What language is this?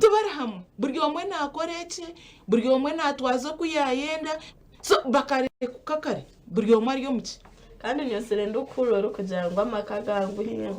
Nyankole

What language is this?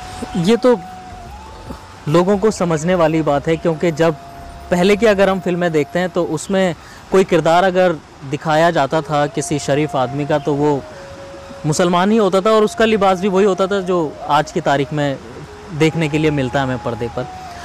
Hindi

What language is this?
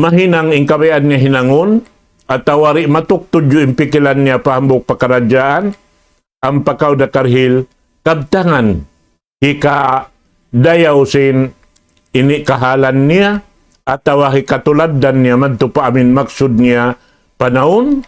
Tausug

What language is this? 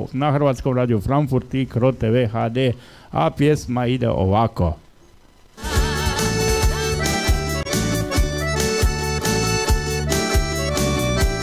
Croatian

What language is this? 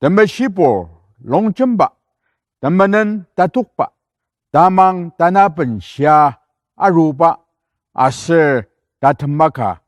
Ao Naga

